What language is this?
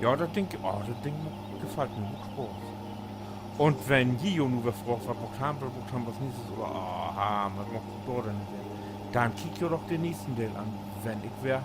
Low German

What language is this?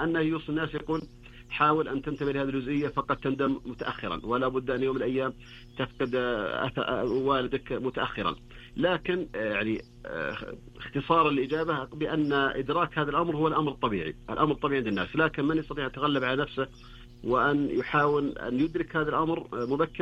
Arabic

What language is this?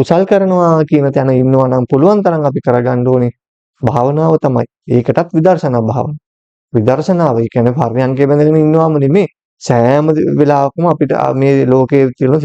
Sinhala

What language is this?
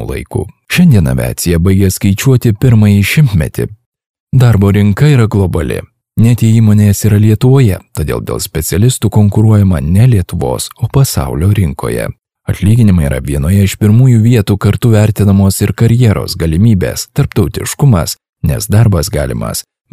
Lithuanian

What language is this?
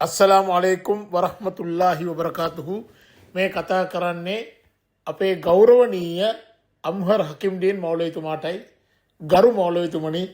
Sinhala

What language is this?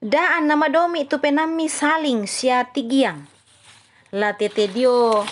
Toraja-Sa'dan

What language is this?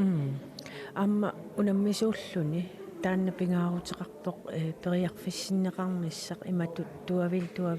Kalaallisut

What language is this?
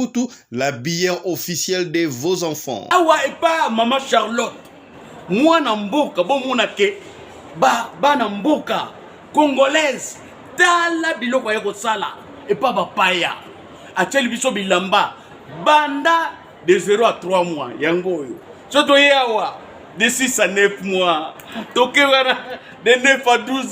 Lingala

